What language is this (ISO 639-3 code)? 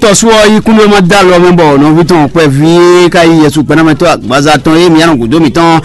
fon